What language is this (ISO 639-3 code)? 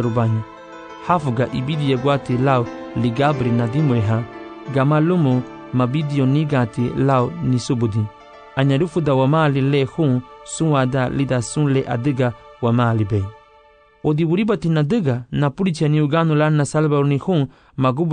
cab